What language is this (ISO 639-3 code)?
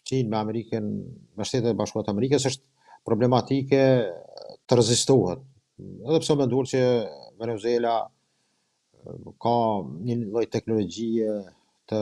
sqi